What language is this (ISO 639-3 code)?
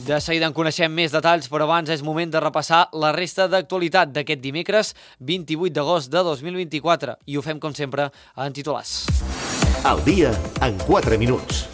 cat